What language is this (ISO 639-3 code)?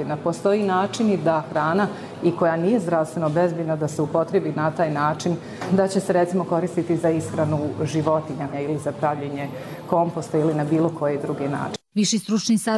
bos